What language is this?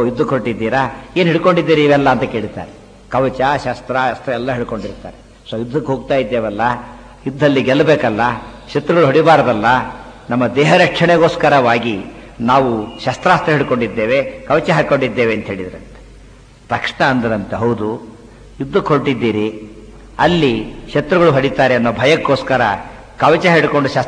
Kannada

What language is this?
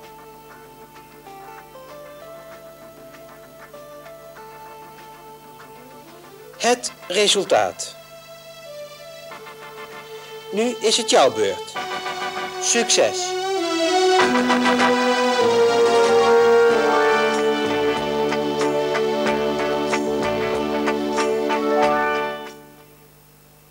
Dutch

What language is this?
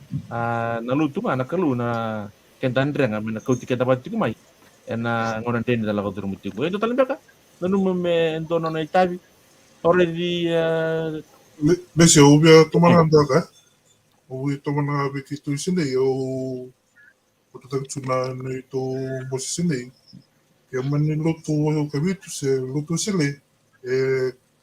Fijian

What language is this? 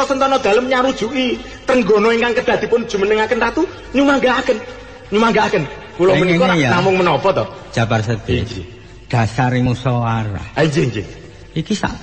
Javanese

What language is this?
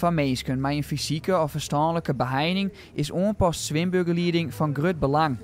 Western Frisian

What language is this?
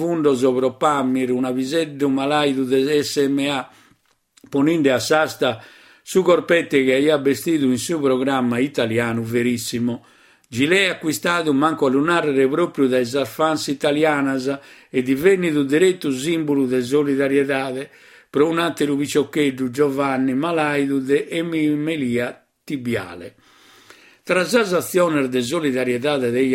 Sardinian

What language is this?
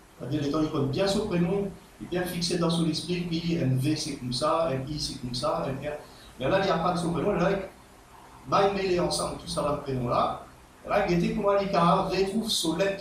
Morisyen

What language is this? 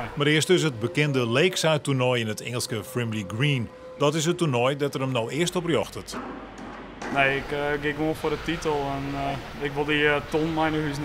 Western Frisian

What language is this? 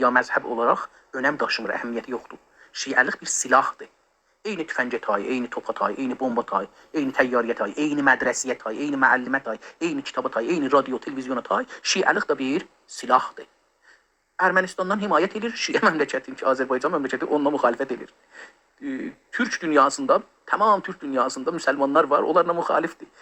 South Azerbaijani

